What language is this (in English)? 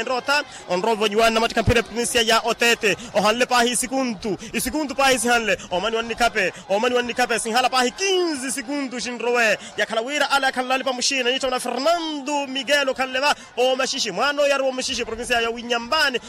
Makhuwa